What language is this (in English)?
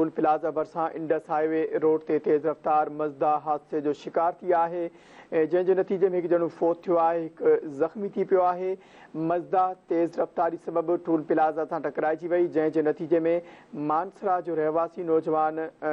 Sindhi